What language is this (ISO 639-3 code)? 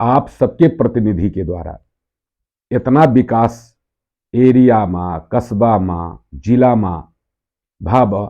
awa